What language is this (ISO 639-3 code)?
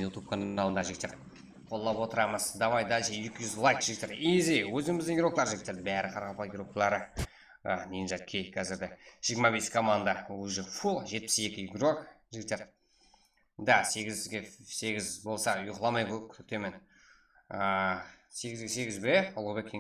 kaa